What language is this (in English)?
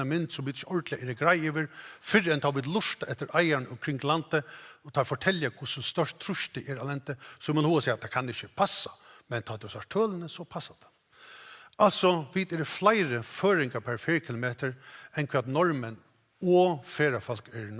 Faroese